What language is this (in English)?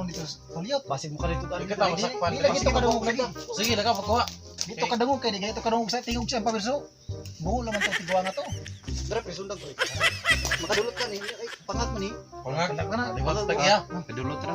Cebuano